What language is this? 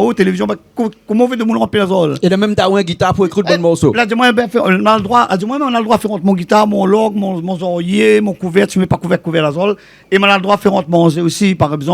Réunion Creole French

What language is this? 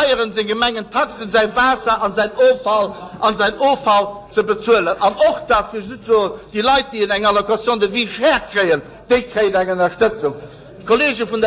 Luxembourgish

